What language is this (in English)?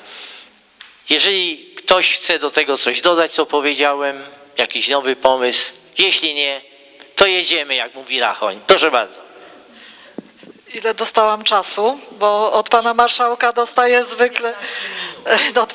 Polish